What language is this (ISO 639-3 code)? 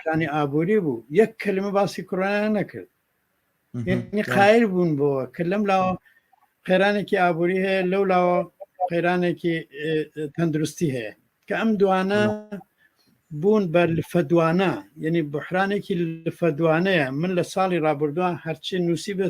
ckb